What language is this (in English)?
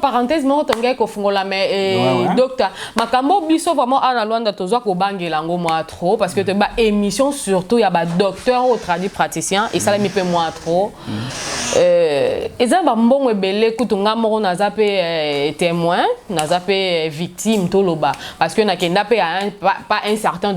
Lingala